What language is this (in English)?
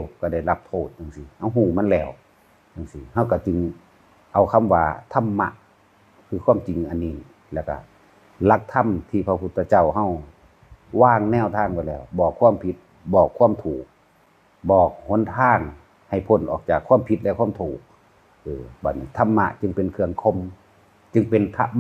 Northeastern Thai